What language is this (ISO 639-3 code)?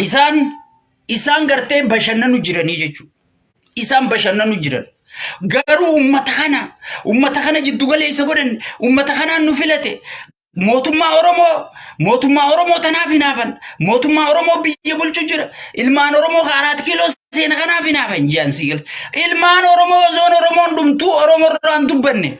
orm